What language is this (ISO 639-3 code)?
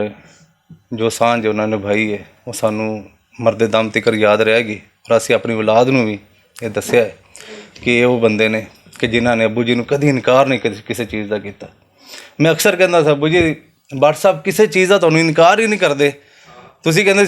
lah